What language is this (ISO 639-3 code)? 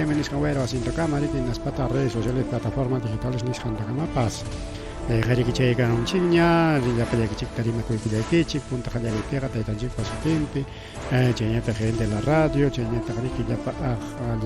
quy